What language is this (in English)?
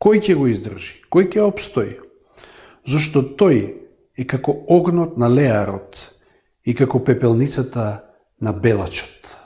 Macedonian